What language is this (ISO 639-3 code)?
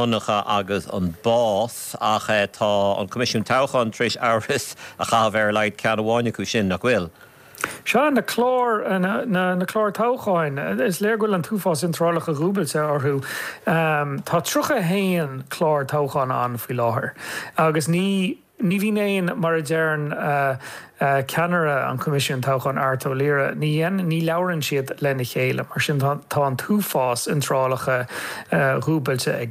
gle